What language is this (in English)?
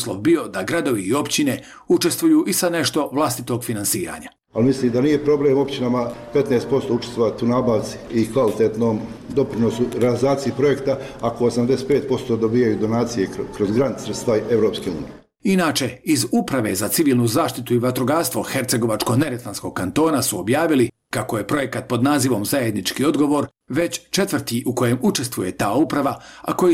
Bosnian